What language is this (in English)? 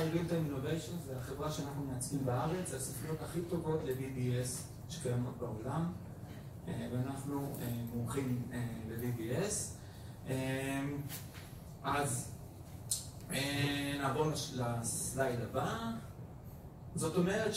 Hebrew